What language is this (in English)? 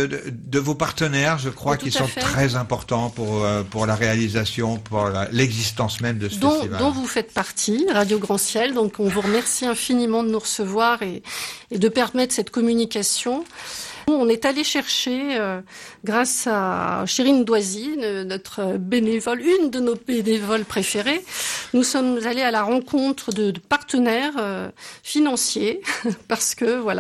French